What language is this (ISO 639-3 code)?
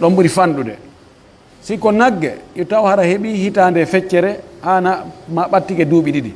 fuf